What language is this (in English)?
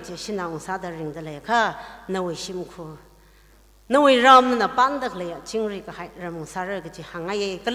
Tangkhul Naga (India)